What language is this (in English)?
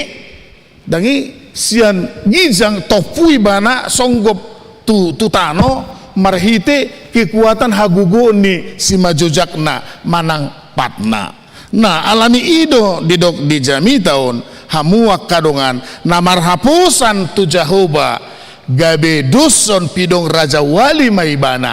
Batak Toba